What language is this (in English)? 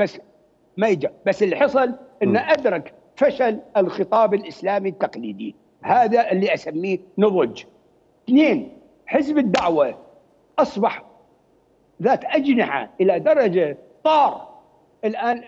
Mesopotamian Arabic